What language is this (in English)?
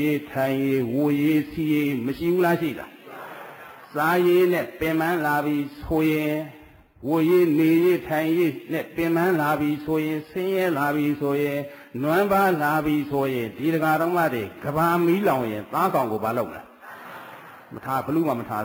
Burmese